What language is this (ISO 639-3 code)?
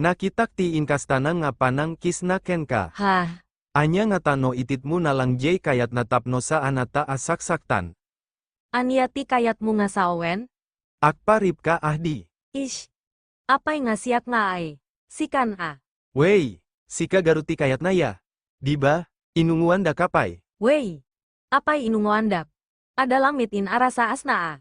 ilo